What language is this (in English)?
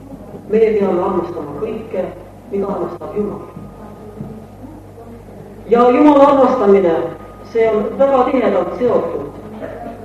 Estonian